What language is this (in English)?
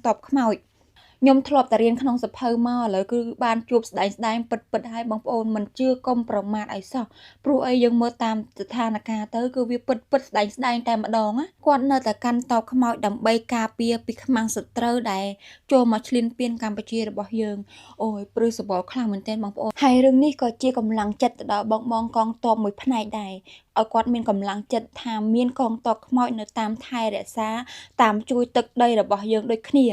Khmer